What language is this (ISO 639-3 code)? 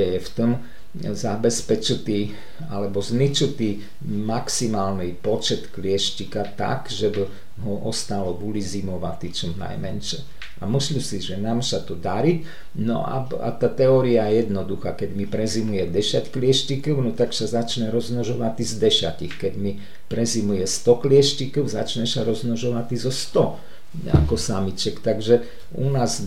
slk